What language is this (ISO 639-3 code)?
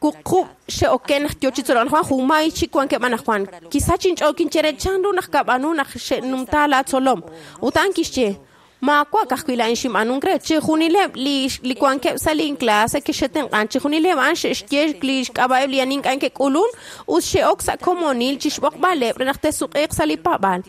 kek